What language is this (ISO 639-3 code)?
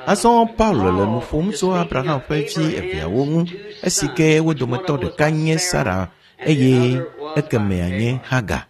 ewe